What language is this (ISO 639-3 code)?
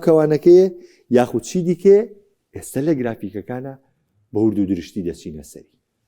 ckb